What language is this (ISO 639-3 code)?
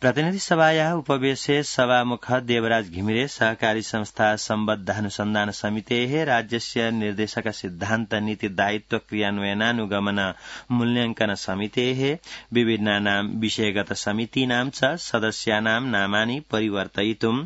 san